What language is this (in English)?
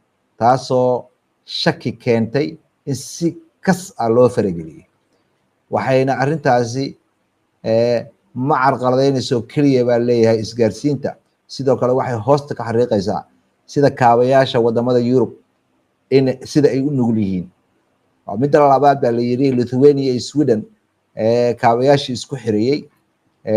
Somali